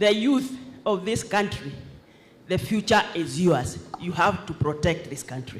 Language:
Swahili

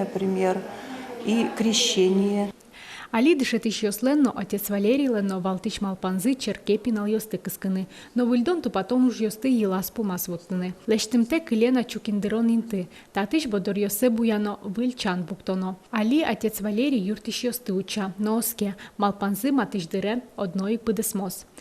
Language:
Udmurt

